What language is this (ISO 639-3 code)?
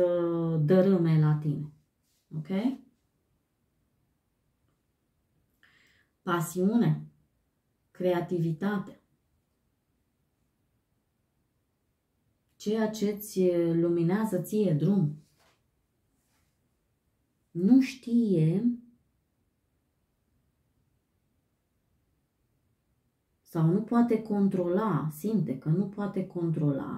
ron